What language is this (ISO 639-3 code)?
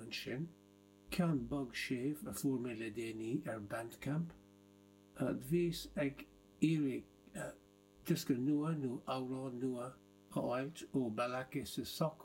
gle